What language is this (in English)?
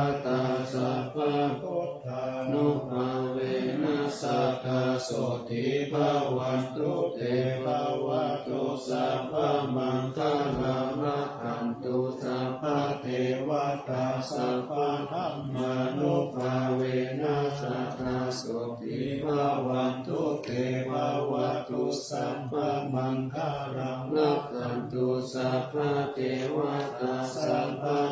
Pali